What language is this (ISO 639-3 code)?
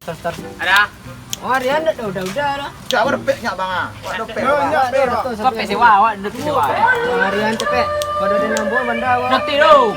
min